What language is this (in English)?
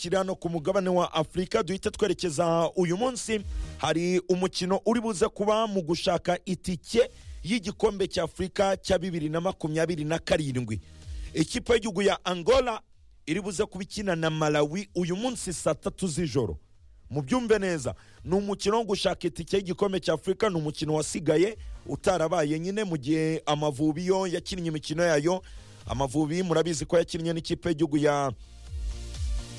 Kinyarwanda